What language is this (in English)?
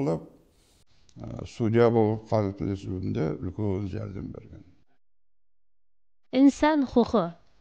Kara-Kalpak